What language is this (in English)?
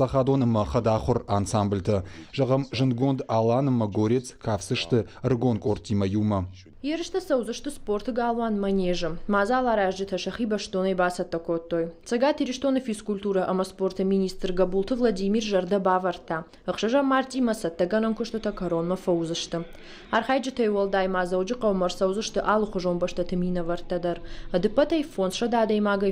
Ossetic